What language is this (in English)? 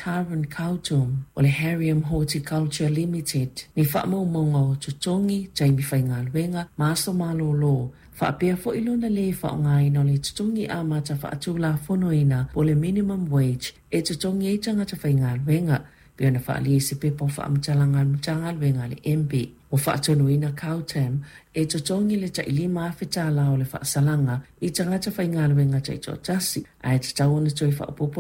Samoan